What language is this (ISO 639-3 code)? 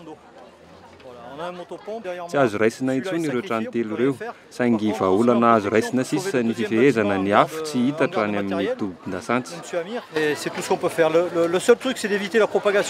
mlg